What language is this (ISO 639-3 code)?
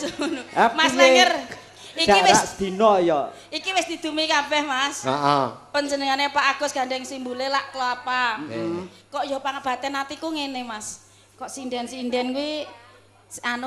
jav